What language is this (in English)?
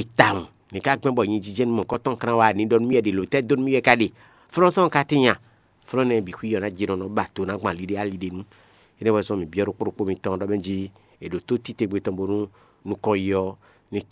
Fon